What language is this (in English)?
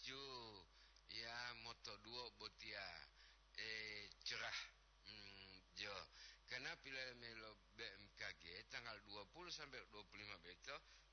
Gorontalo